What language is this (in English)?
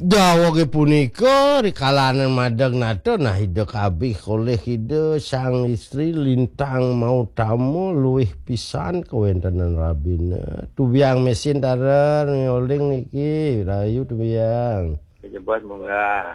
Balinese